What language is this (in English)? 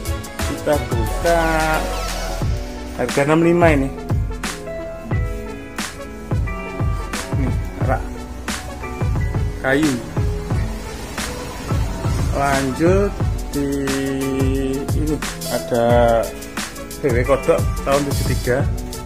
Indonesian